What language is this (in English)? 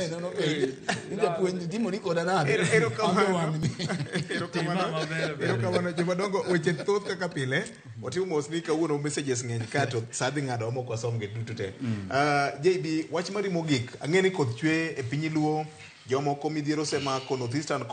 Luo (Kenya and Tanzania)